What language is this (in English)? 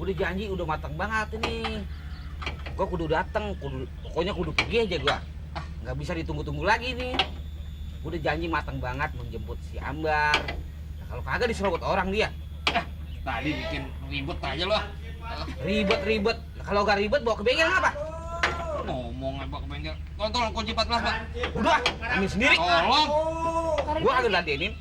Betawi